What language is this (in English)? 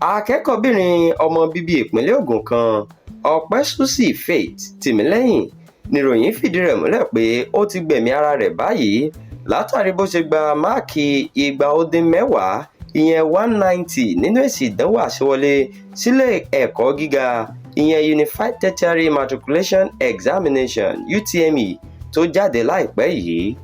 Yoruba